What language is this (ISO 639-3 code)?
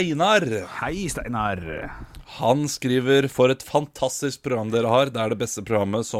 nor